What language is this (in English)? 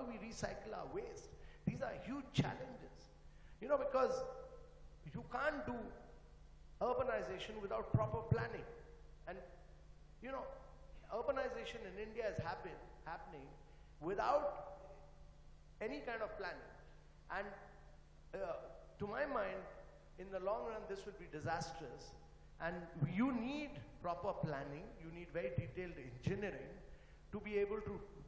English